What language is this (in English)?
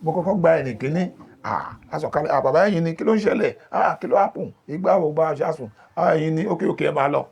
Yoruba